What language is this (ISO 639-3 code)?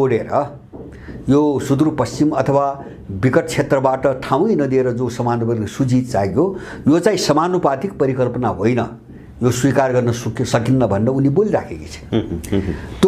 nep